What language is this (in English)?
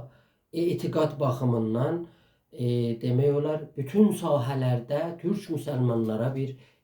South Azerbaijani